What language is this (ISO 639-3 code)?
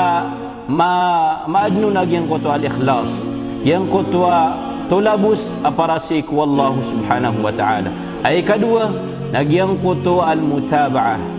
mrw